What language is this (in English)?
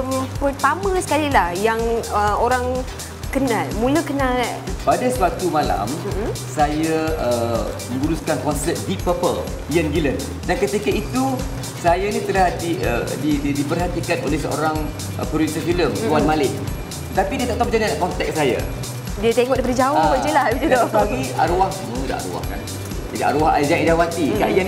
Malay